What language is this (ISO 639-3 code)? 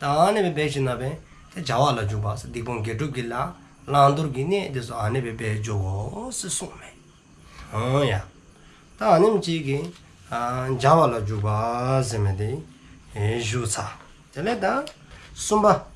dzo